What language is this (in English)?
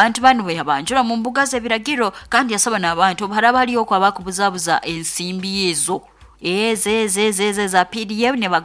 Nyoro